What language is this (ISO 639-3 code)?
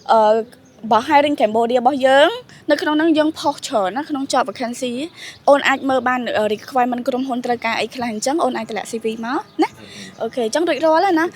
khm